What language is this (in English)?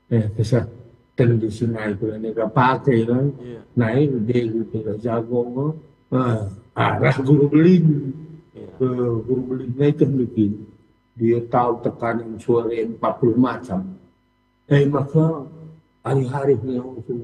Batak Karo